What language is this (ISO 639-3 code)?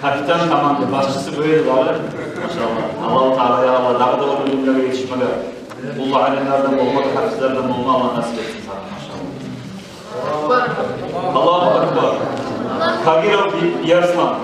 kum